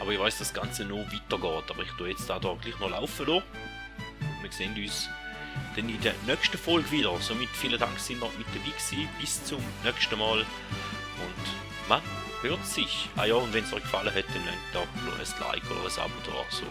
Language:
Swiss German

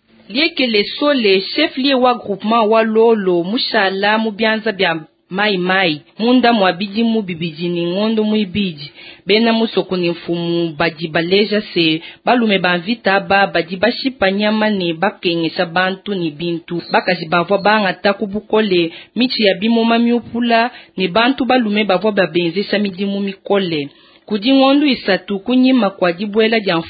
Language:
Luba-Lulua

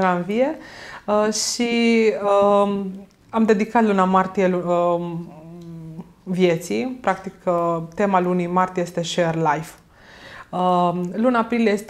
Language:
Romanian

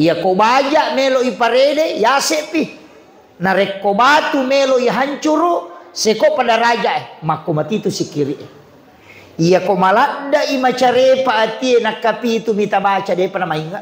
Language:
Buginese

